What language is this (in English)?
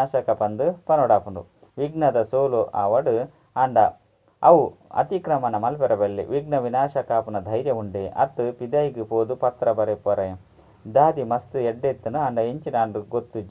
Tulu